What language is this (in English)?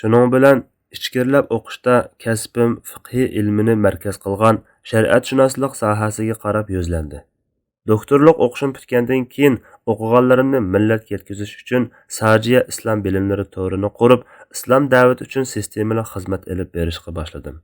Uyghur